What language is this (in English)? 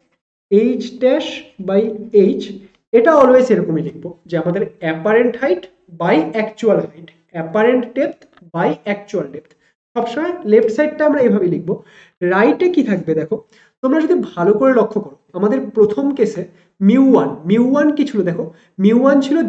Bangla